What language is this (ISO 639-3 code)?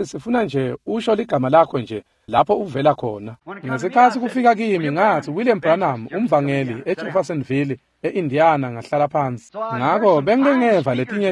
ssw